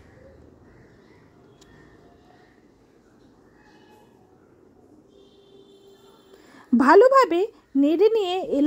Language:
Bangla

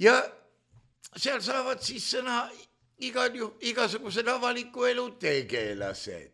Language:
Estonian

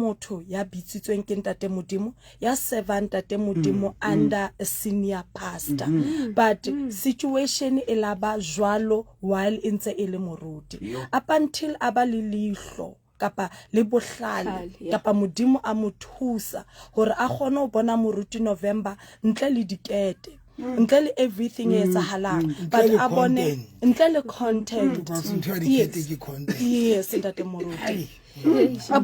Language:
Southern Sotho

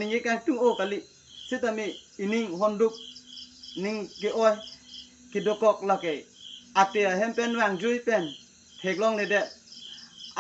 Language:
Karbi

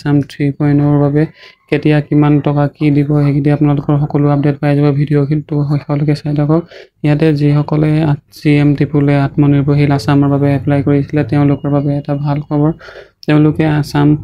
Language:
Assamese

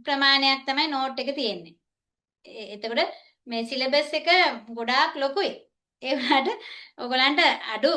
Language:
Sinhala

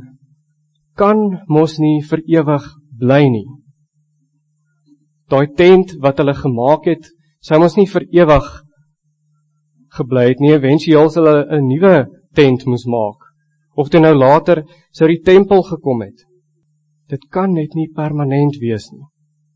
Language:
Afrikaans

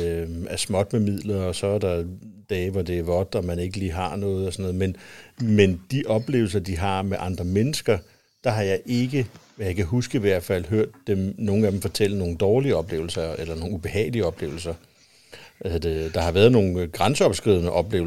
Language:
Danish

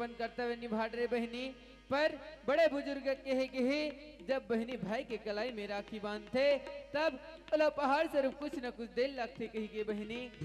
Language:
Chhattisgarhi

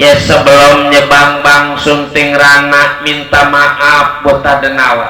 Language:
Betawi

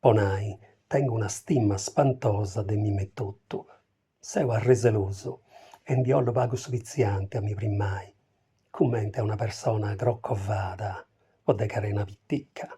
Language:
Sardinian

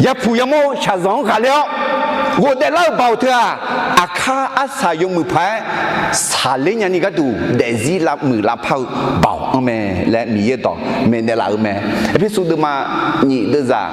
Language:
Akha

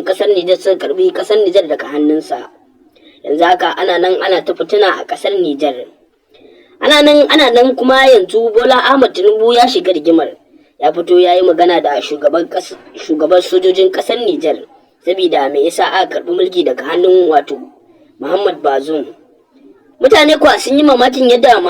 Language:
Hausa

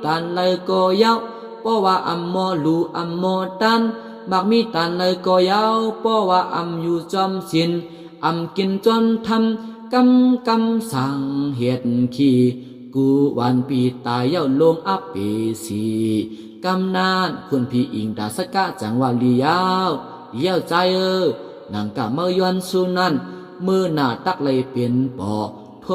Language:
Shan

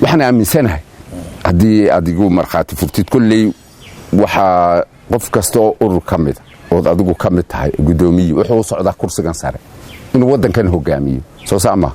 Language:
Somali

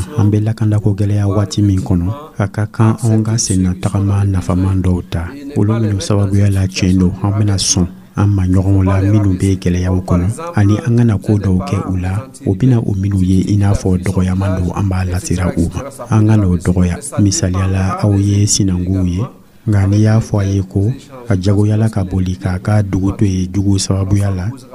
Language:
Dyula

